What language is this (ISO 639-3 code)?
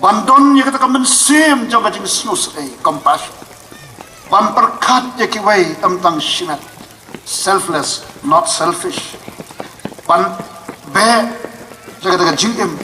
kha